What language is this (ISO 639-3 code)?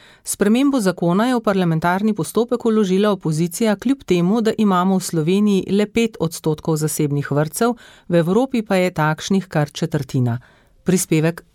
slv